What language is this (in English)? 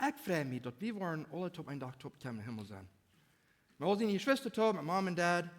Plautdietsch